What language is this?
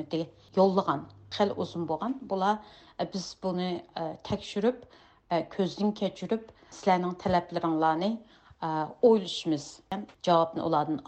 Uyghur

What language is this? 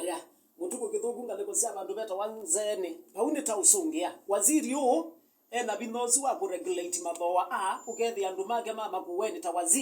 Kamba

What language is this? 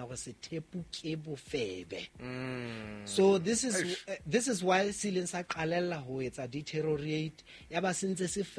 Southern Sotho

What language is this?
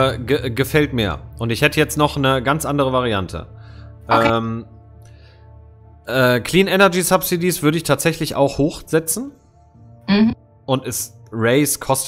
German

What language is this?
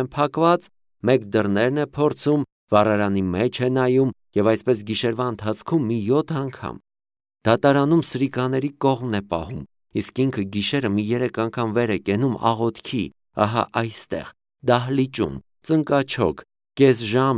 Armenian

